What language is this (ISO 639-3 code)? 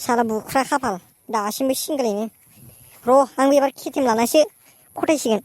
brx